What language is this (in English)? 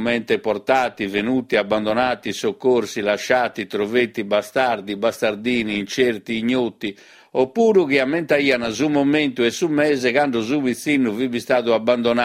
Sardinian